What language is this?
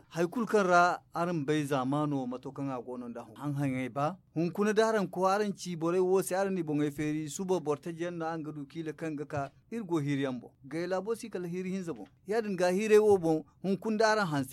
Zarma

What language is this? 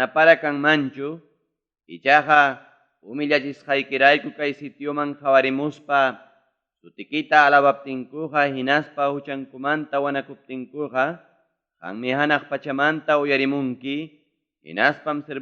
Ayacucho Quechua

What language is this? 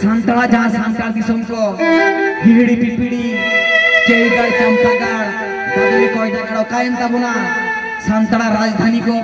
Santali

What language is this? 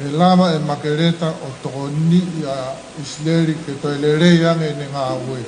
Tongan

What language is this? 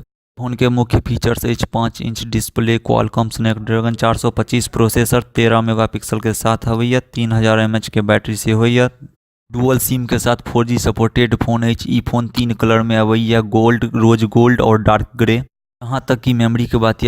Maithili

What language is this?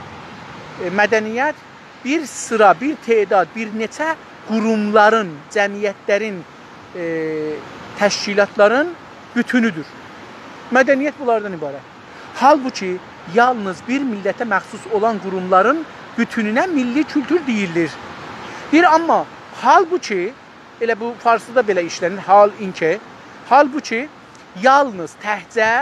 South Azerbaijani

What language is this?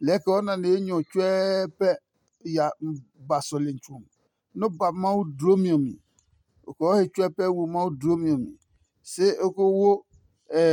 Adangme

